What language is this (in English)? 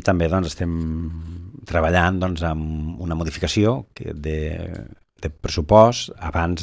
Catalan